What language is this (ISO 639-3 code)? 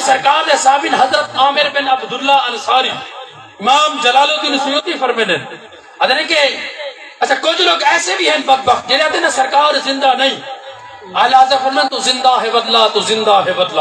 skr